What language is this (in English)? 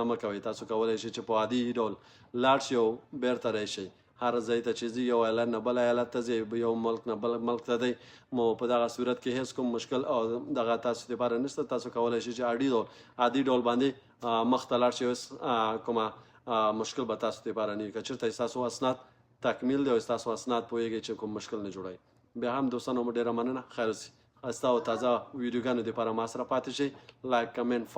Pashto